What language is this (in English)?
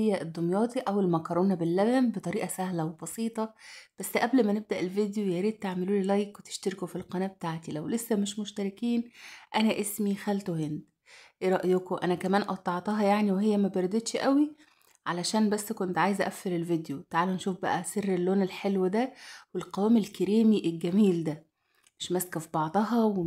Egyptian Arabic